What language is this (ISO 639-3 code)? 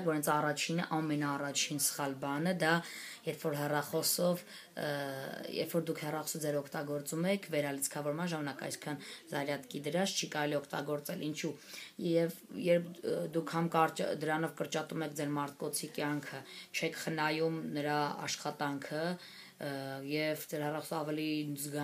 hye